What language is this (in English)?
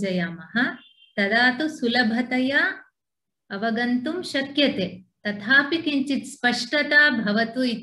Sanskrit